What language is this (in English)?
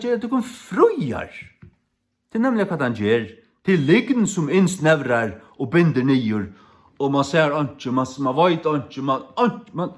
Faroese